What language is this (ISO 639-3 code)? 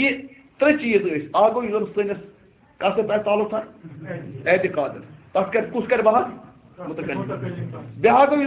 kas